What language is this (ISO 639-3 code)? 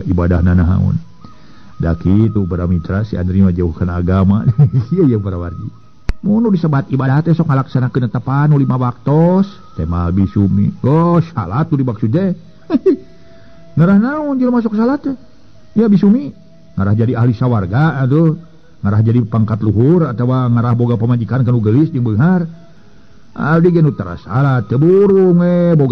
sun